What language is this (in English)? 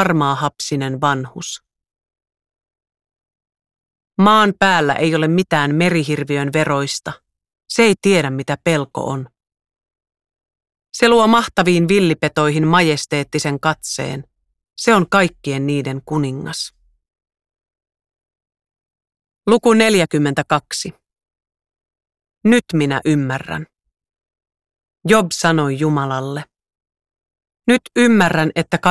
Finnish